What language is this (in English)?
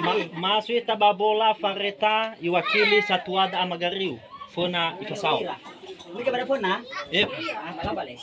Nias